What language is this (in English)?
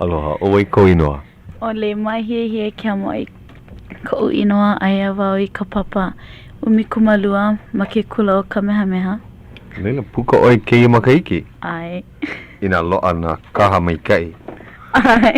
Hawaiian